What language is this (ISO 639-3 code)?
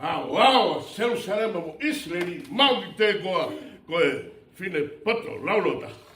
ton